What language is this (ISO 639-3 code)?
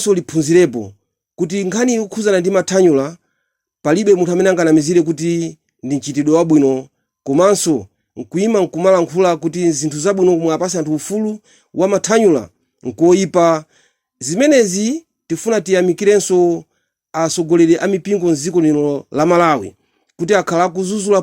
nya